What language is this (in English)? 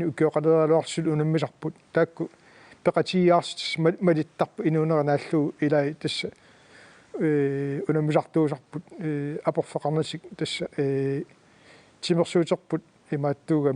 Kalaallisut